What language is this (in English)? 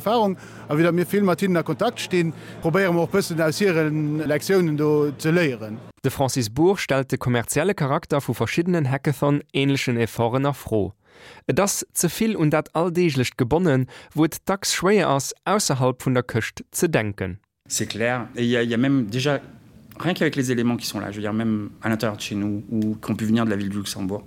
Luxembourgish